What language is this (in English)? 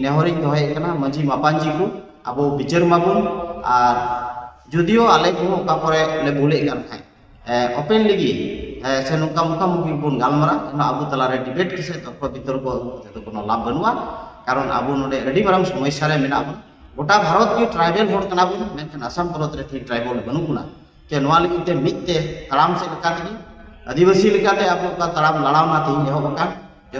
Santali